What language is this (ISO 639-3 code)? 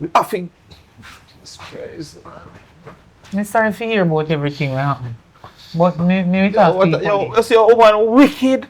jam